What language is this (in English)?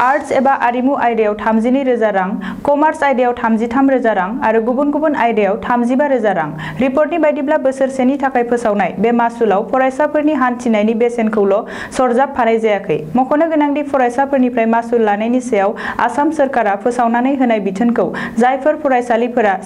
Bodo